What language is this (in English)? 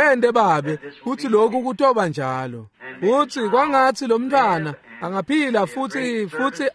Swati